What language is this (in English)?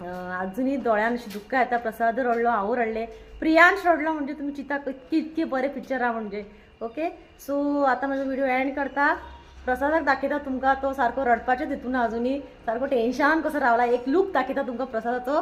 Konkani